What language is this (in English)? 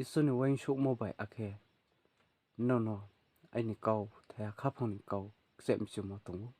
Riang (India)